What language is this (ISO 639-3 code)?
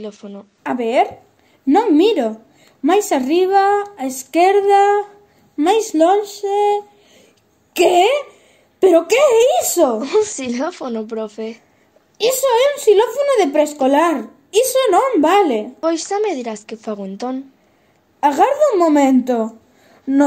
glg